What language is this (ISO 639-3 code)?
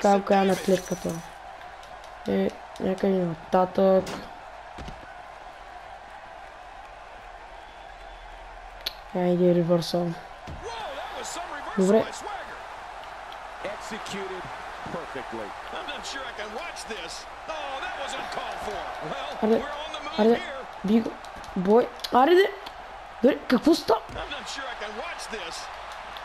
bul